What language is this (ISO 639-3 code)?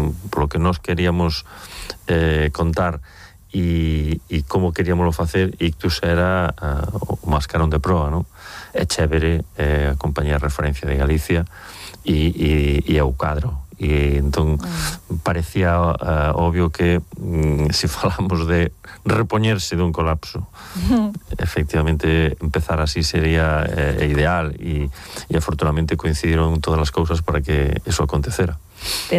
glg